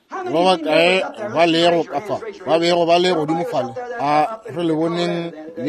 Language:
Northern Sotho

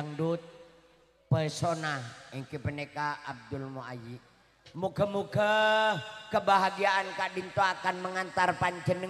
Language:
Madurese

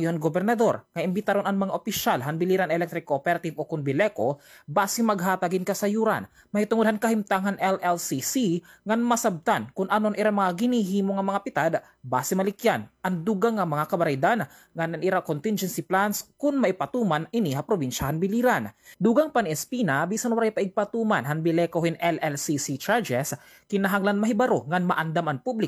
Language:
Waray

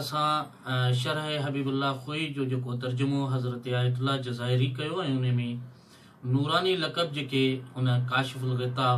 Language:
Sindhi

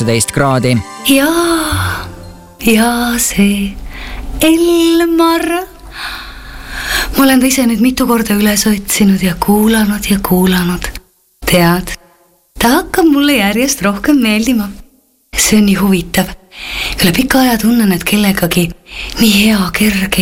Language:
Estonian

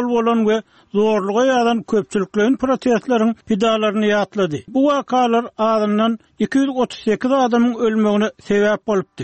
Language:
Turkmen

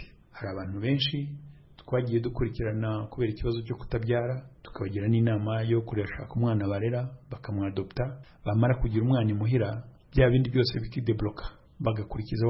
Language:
Kinyarwanda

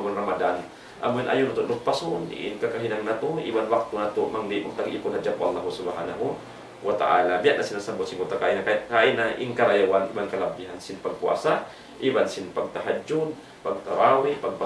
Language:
Tausug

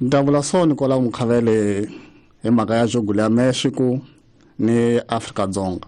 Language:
Tsonga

